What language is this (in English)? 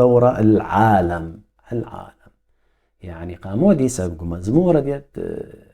Assyrian Neo-Aramaic